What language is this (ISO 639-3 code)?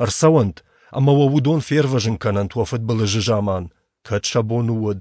oss